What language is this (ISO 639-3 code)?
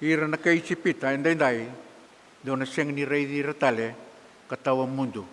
fij